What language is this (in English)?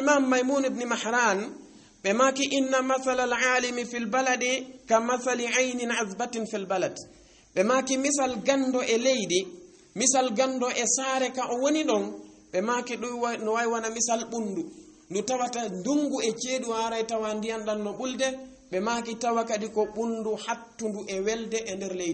Fula